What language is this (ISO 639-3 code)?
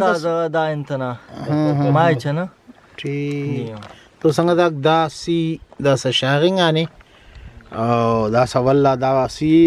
brh